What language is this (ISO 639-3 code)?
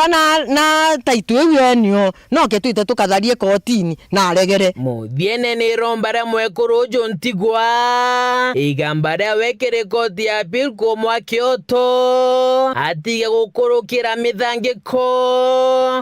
mer